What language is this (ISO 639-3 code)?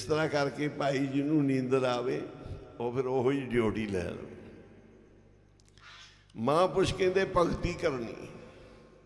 pan